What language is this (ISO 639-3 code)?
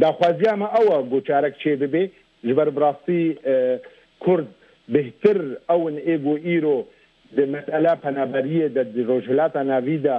kur